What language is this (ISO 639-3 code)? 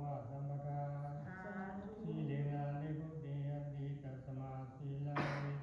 pli